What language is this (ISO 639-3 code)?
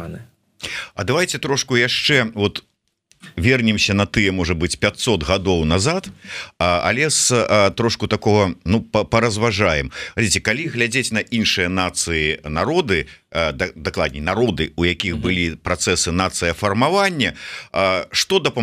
bel